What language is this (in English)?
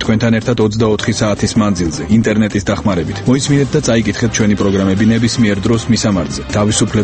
Georgian